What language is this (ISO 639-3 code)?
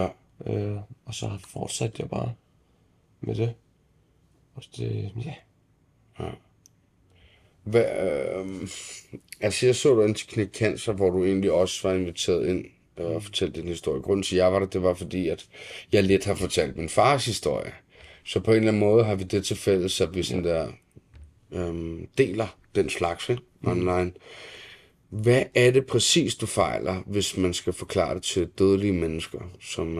dan